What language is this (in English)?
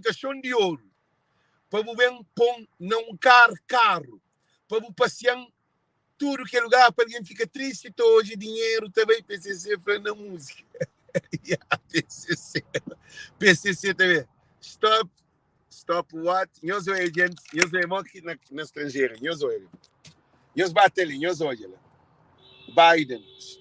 Kabuverdianu